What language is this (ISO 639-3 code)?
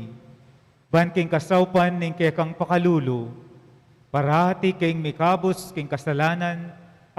pam